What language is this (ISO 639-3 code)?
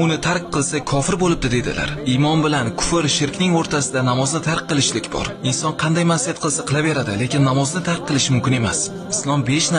uzb